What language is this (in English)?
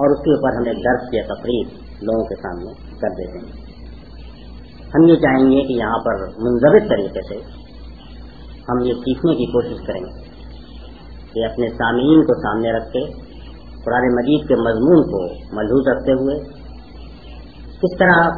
Urdu